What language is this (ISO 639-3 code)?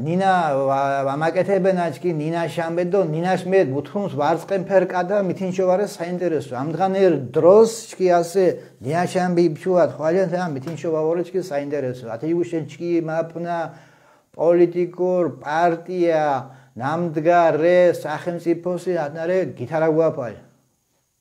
xmf